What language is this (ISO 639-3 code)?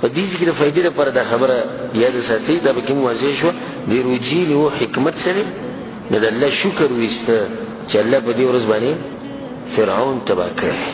pus